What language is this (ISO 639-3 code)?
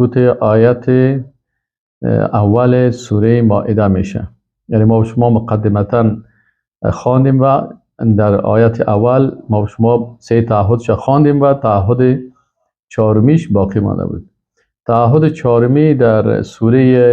fas